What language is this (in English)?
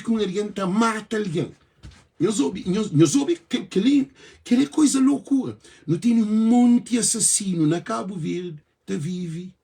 Kabuverdianu